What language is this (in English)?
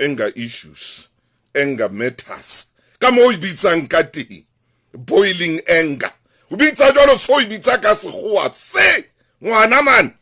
Southern Sotho